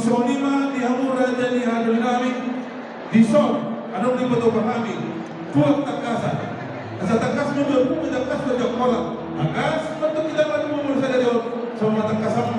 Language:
Batak Toba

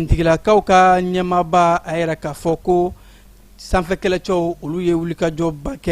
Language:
Bambara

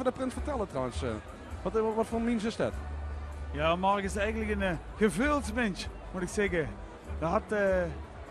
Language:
Limburgish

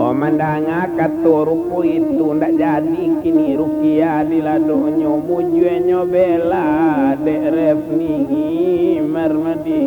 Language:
Minangkabau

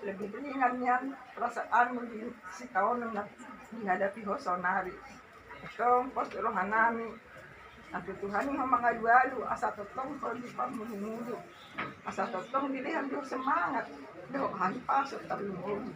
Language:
Batak Toba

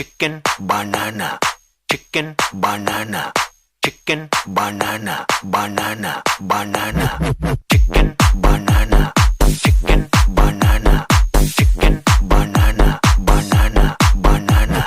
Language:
Bimoba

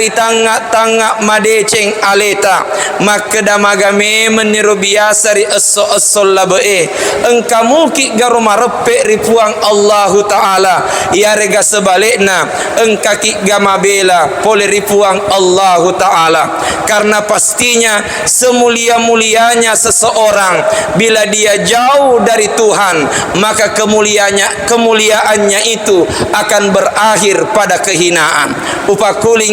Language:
Buginese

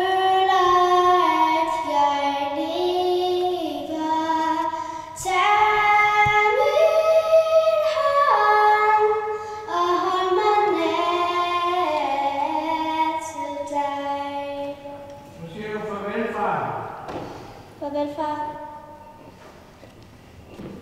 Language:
Danish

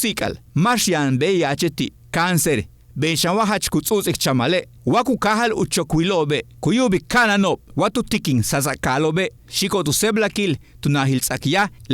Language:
Yucateco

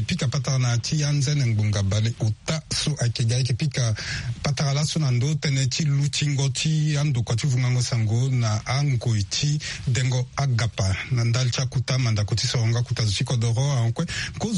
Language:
Sango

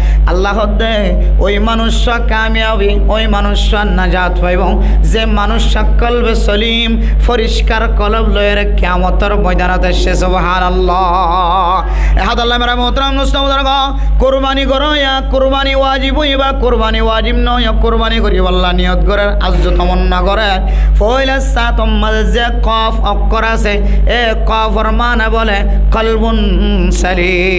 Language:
Rohingya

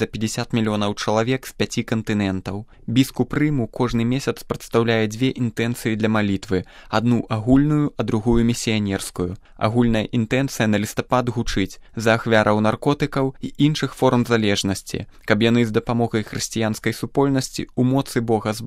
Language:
Belarusian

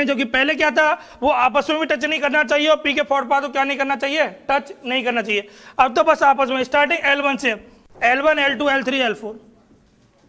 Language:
Hindi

